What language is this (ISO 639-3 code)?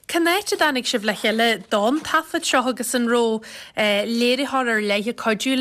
gle